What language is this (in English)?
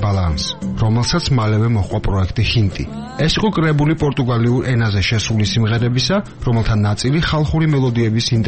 Georgian